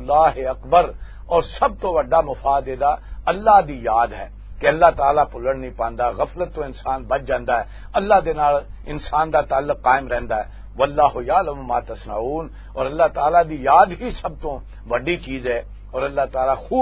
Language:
Western Panjabi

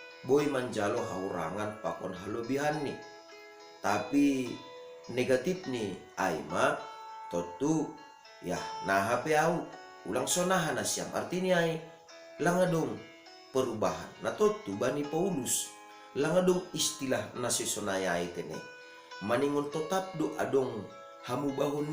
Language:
Batak Simalungun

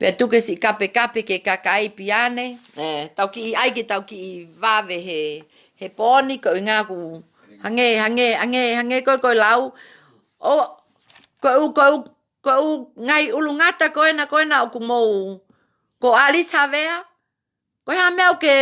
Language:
Tongan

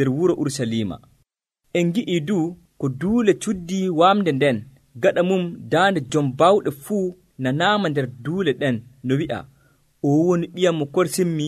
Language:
Nigerian Fulfulde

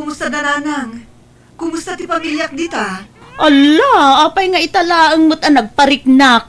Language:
Iloko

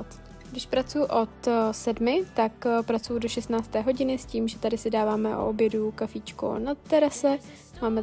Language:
Czech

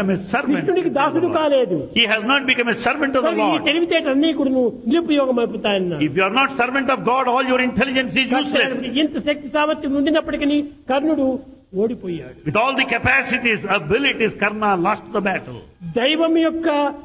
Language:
Telugu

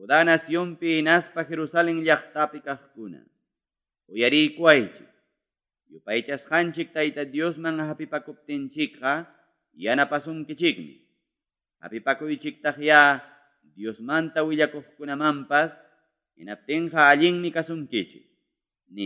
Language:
Ayacucho Quechua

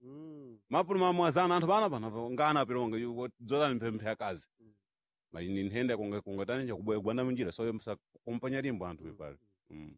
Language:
Sena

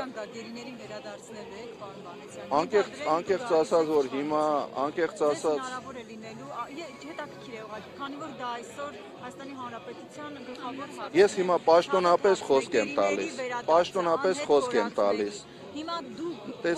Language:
Armenian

